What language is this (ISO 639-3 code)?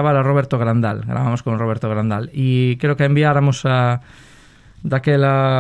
glg